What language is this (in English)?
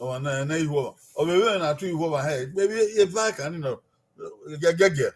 Bini